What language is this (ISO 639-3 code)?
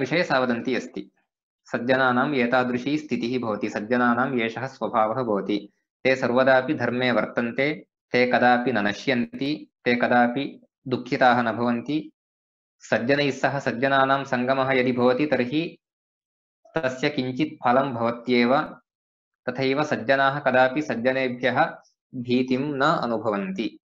san